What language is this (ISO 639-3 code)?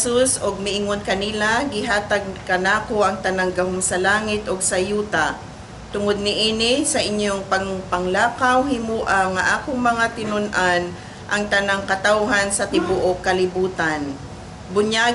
ceb